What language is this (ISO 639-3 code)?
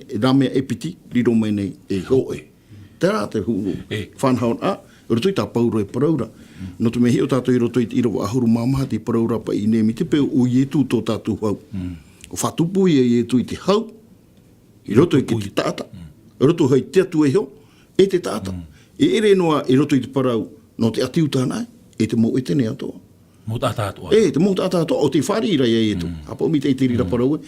tah